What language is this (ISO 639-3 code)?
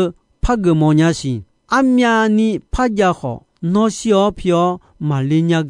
ahk